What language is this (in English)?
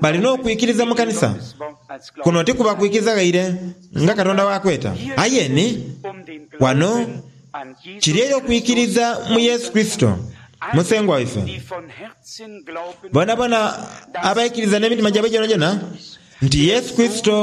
Soga